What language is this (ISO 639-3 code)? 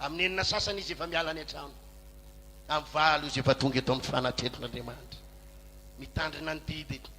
mlg